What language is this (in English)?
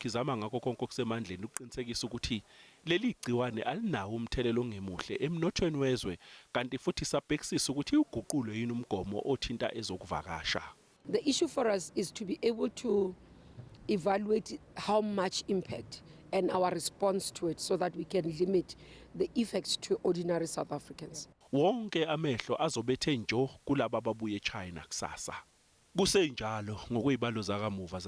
Zulu